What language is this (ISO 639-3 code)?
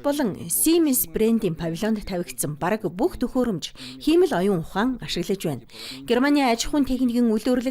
mon